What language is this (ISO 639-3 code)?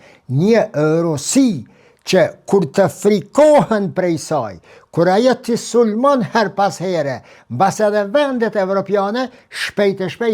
sqi